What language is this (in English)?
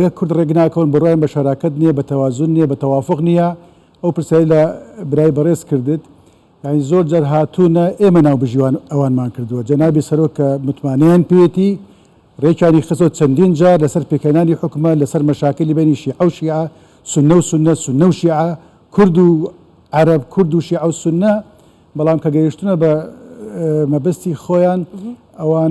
Central Kurdish